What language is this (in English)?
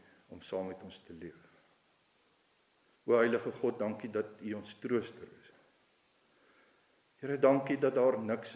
Afrikaans